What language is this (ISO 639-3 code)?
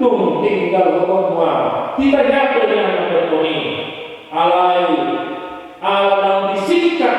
bbc